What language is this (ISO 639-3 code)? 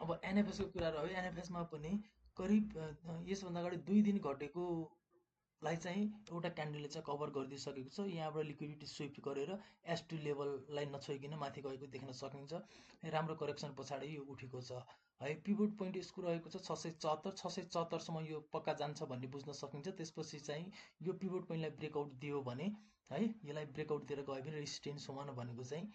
nep